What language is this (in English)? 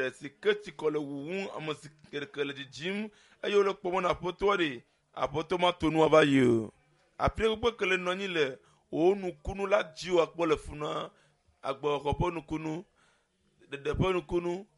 Ewe